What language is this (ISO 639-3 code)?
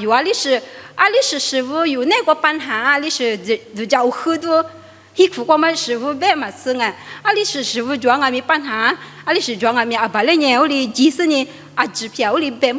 lis